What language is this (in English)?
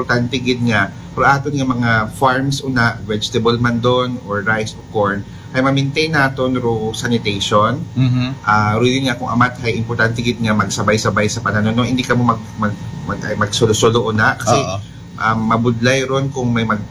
Aklanon